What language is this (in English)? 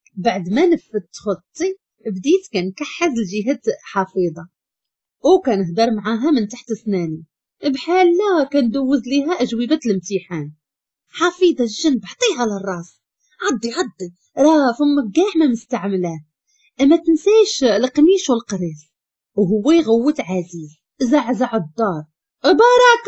Moroccan Arabic